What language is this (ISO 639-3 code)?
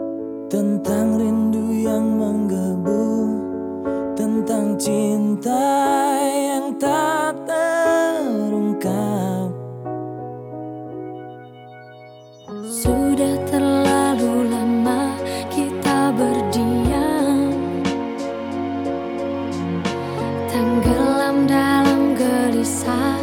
ind